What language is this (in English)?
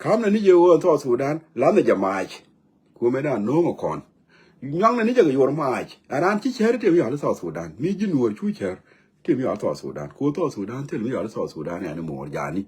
Nuer